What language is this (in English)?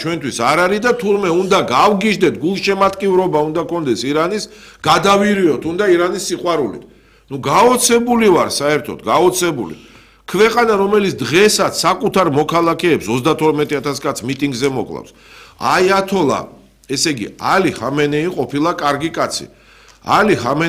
Georgian